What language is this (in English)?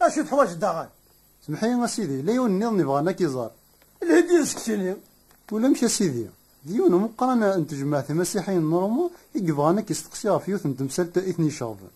Kabyle